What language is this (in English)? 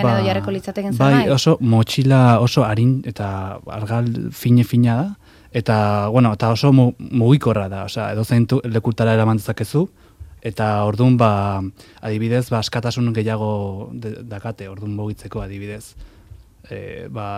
Basque